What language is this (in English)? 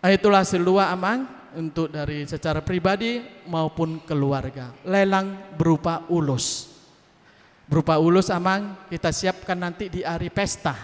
Batak Toba